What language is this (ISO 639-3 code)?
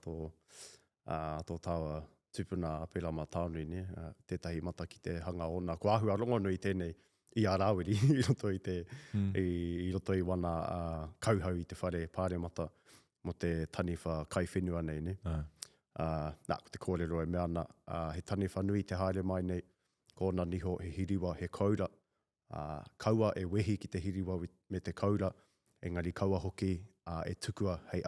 mri